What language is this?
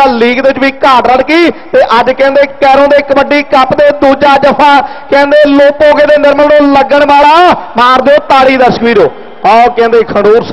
Punjabi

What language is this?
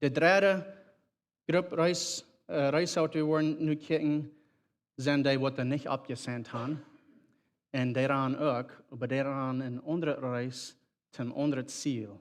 Plautdietsch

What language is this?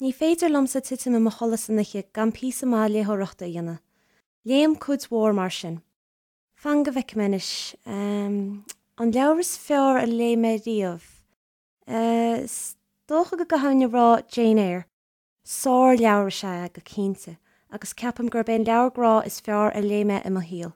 Irish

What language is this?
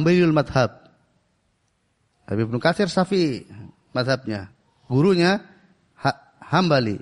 Indonesian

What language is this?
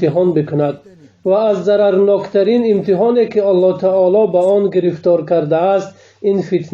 Tajik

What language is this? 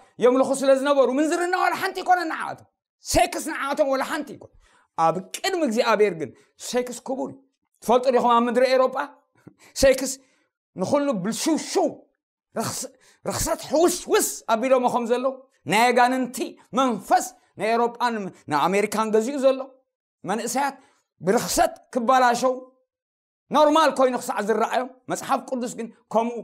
Tigrinya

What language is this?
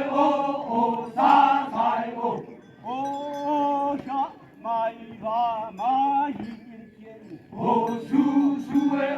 Naga Pidgin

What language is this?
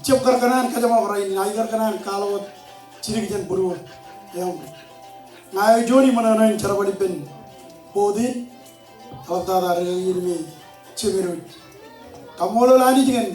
Marshallese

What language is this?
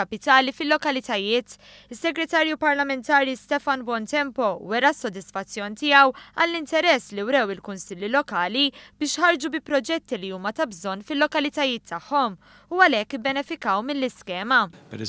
Maltese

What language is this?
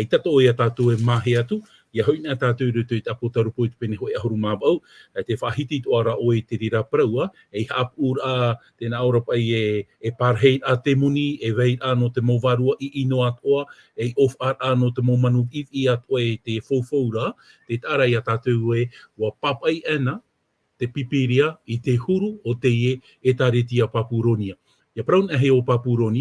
Tahitian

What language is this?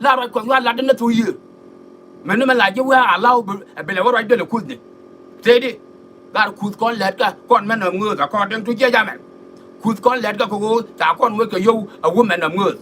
Nuer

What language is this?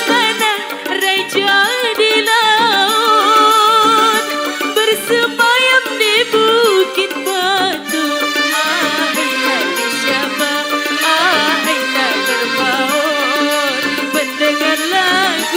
Betawi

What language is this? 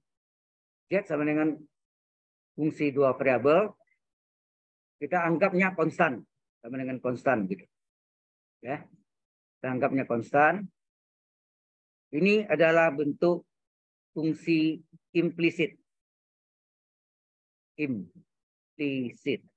Indonesian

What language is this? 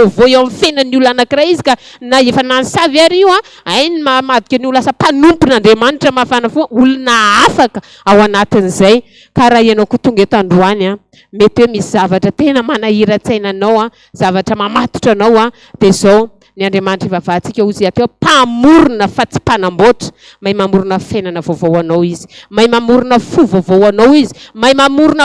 Malagasy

